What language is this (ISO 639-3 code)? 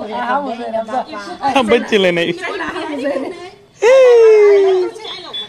guj